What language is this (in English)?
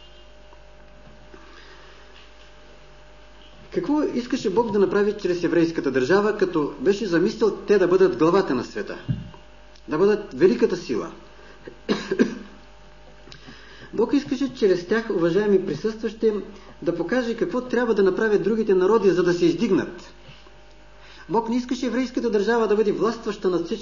Bulgarian